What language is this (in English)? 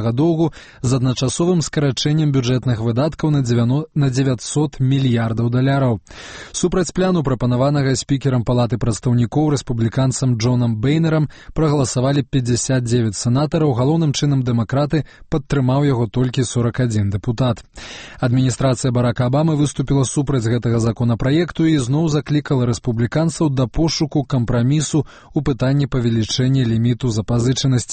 Belarusian